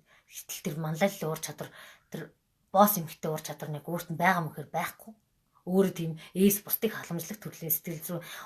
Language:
Mongolian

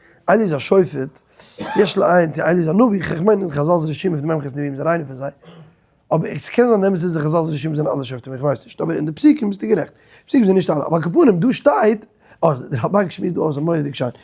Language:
Yiddish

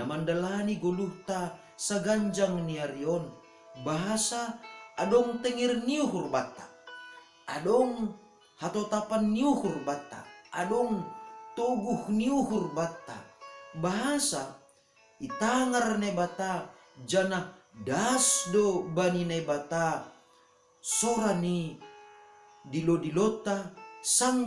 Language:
Batak Simalungun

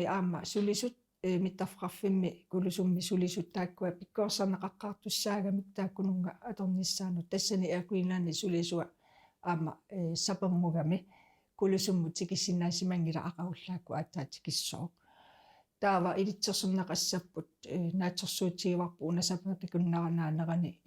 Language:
Kalaallisut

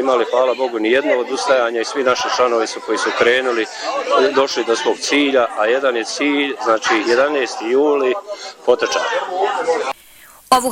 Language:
Bosnian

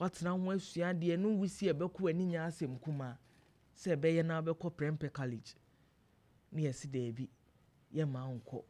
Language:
Akan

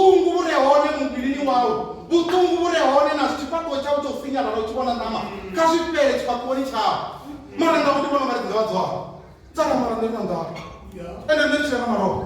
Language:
Venda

